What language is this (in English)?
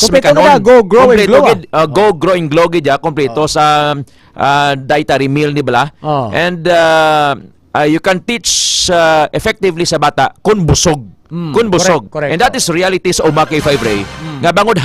Hiligaynon